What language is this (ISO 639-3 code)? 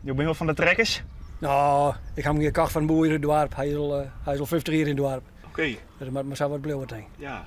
fry